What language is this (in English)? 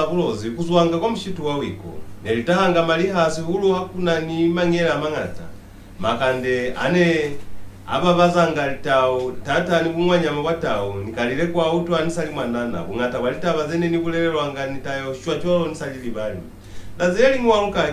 Lozi